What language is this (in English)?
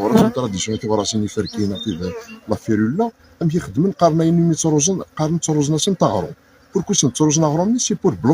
Kabyle